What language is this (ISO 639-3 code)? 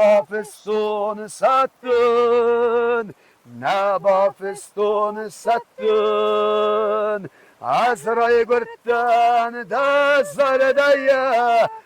oss